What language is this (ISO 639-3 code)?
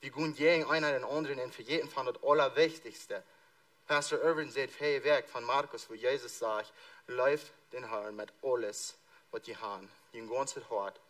pdt